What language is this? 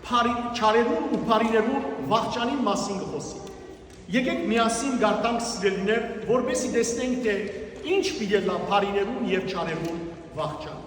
Western Armenian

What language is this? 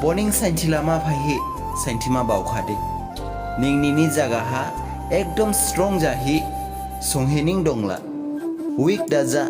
Dimasa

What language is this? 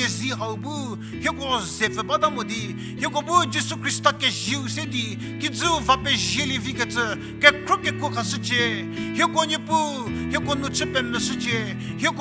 Angami Naga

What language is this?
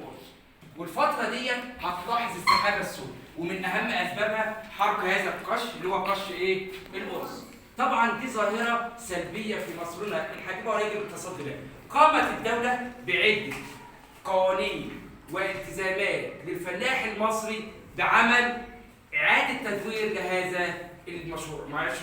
Egyptian Arabic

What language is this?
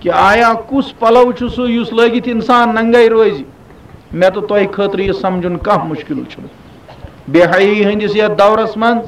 Kashmiri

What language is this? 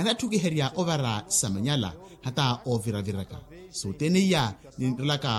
Makhuwa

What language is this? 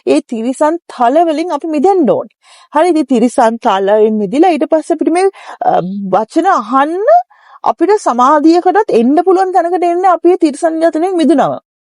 Sinhala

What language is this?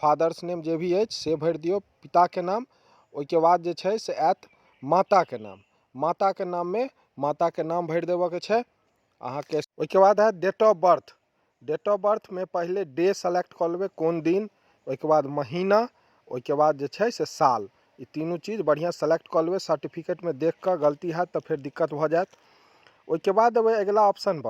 Maithili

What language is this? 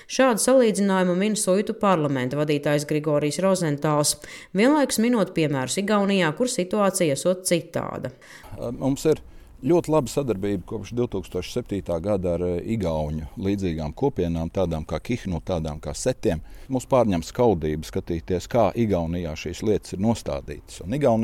Latvian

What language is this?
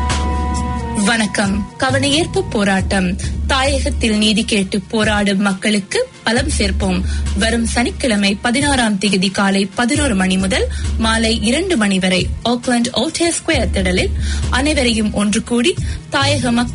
Tamil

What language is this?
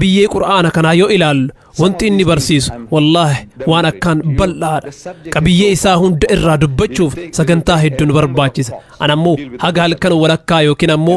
Oromo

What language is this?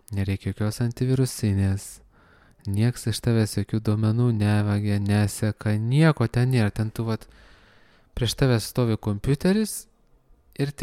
Lithuanian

